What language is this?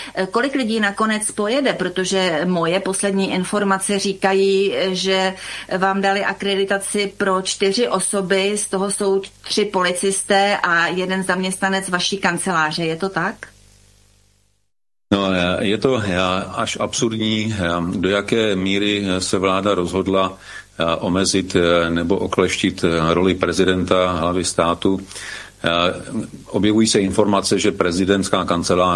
Czech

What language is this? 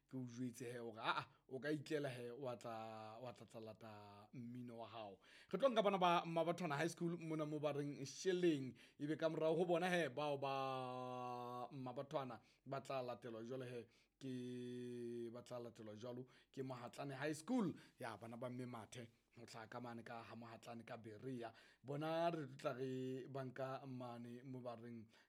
Southern Sotho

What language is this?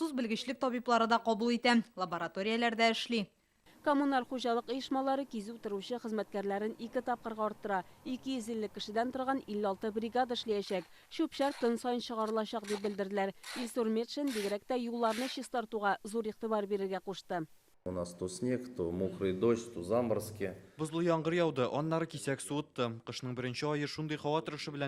Tatar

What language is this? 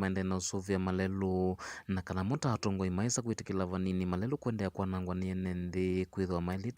Kamba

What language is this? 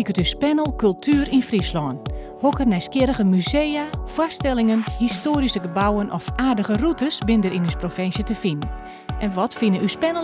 Western Frisian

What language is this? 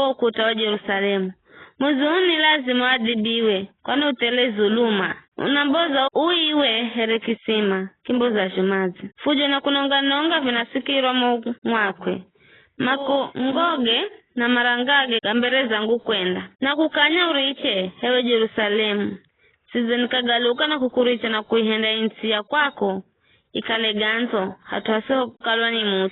Giryama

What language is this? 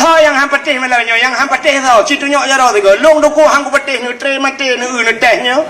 Achinese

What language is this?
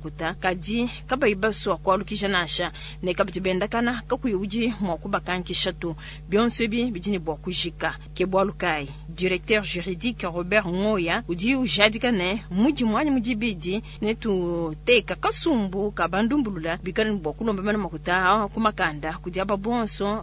Luba-Lulua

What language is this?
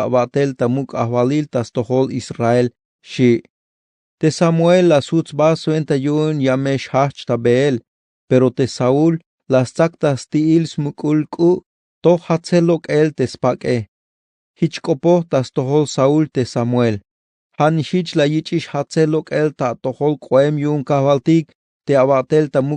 Tzeltal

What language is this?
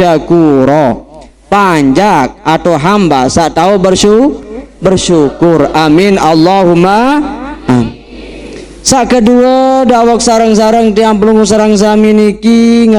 Sasak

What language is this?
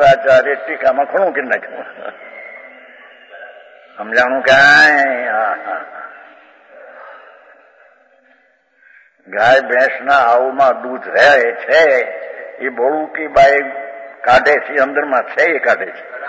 Gujarati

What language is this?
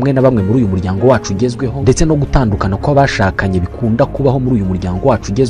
Kinyarwanda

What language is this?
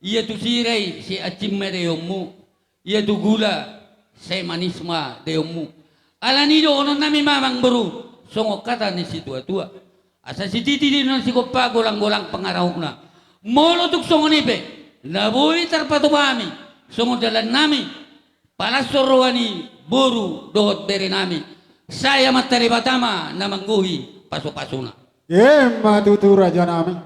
Batak Toba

